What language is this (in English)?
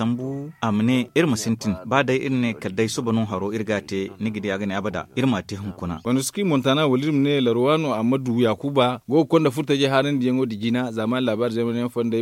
Zarma